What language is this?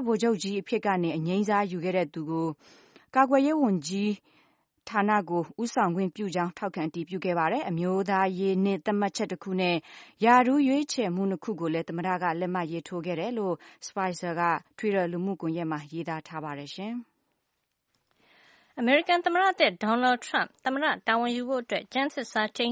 Burmese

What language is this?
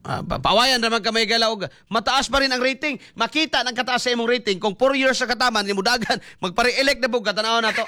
Cebuano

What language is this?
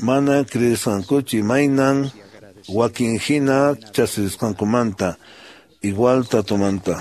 Quechua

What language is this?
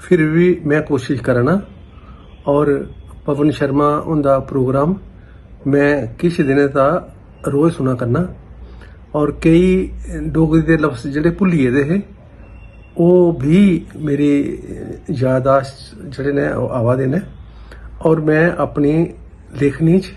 Dogri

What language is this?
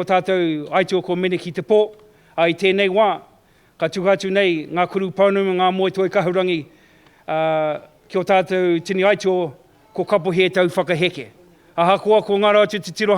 Māori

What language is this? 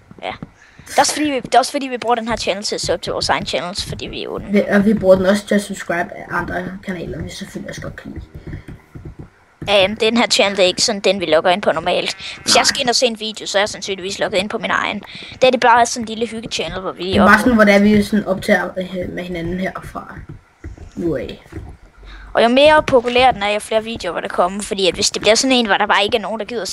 Danish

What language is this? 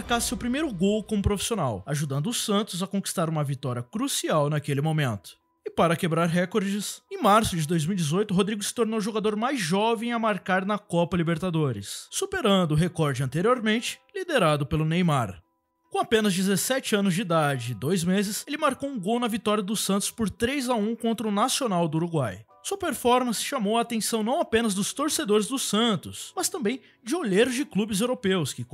Portuguese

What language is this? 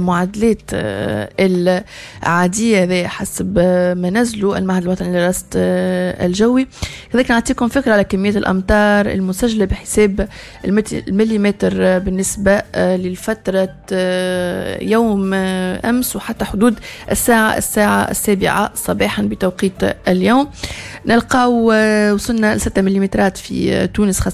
Tunisian Arabic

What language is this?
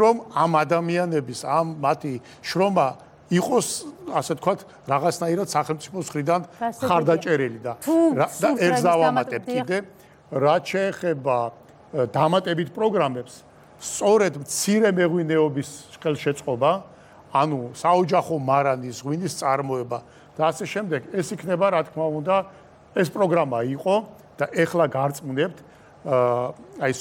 Georgian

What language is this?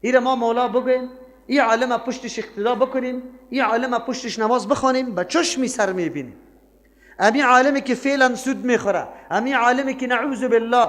Persian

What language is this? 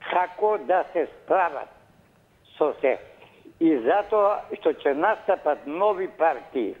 Macedonian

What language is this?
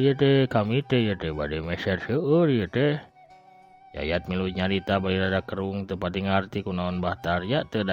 Sundanese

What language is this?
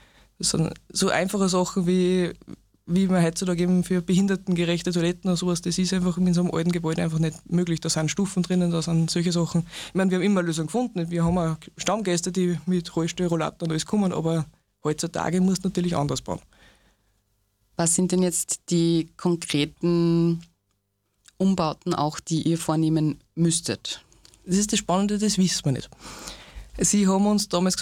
German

